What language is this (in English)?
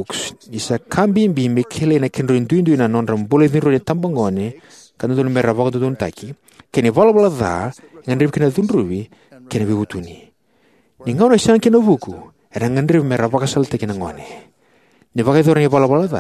Fijian